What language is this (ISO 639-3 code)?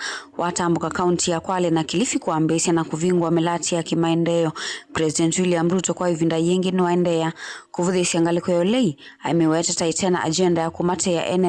kam